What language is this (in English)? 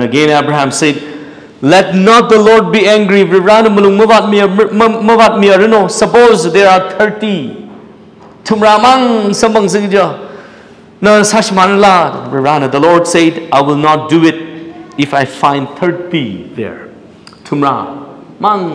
Tangkhul Naga (India)